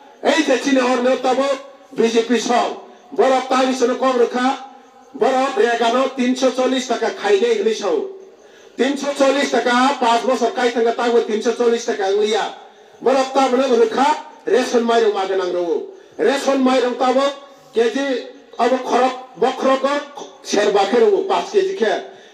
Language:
Kok Borok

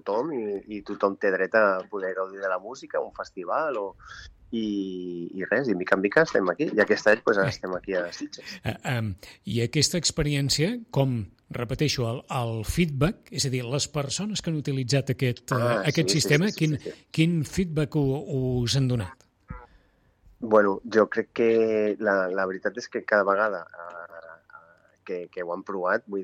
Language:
Catalan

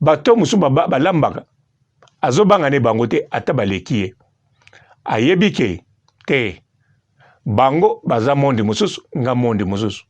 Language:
Lingala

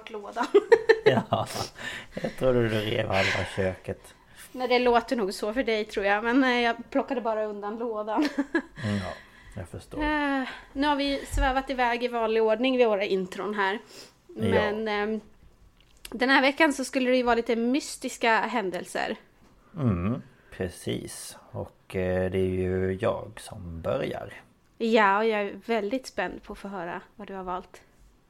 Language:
Swedish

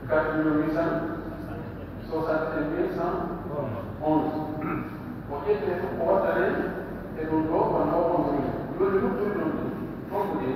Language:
Pular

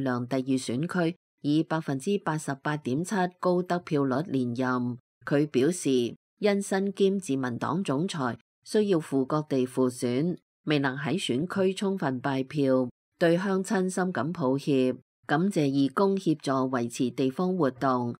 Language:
Cantonese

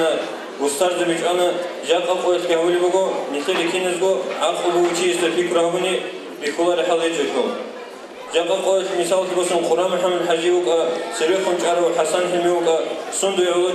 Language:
Avaric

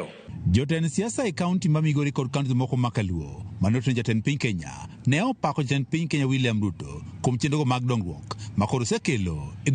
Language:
Luo (Kenya and Tanzania)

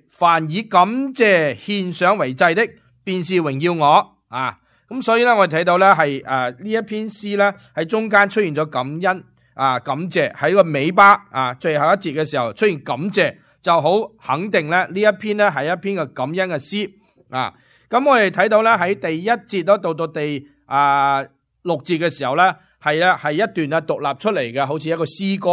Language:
Cantonese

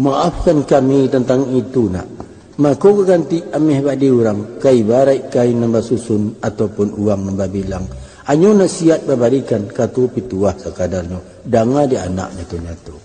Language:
Minangkabau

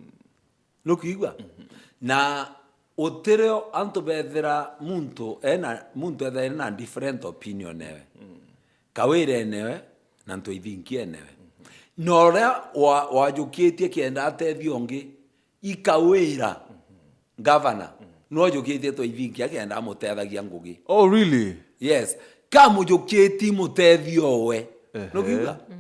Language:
Meru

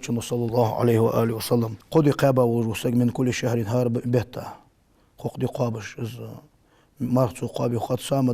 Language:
Ingush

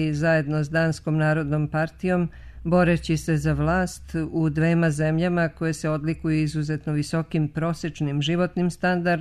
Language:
Bosnian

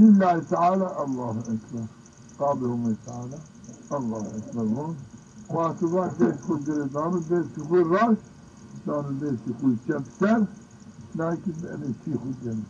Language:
Zaza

